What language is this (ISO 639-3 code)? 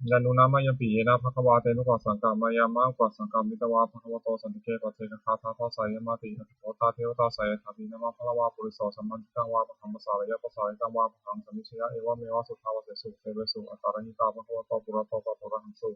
pli